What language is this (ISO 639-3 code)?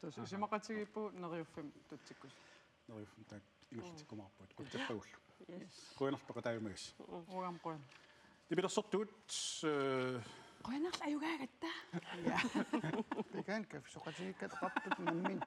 kal